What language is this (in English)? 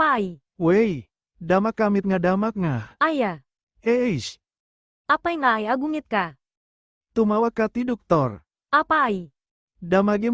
Iloko